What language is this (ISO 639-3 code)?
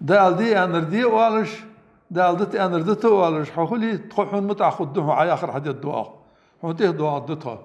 inh